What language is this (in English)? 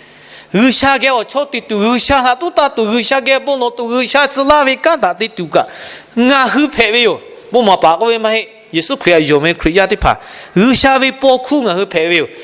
Lahu